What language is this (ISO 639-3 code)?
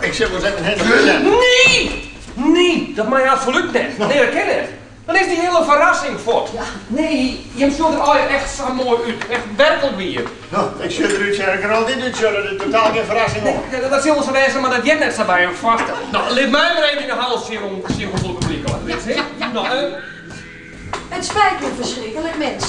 fry